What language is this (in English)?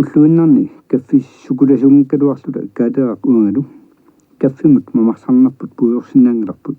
Kalaallisut